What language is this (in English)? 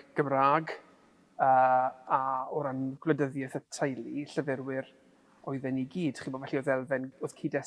Welsh